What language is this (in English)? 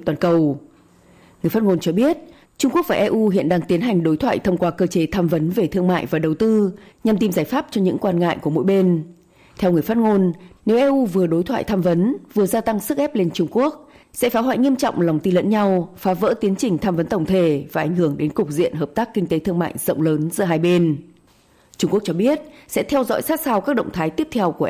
Vietnamese